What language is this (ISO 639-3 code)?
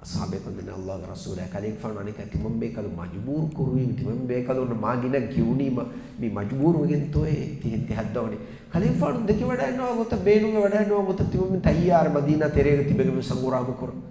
div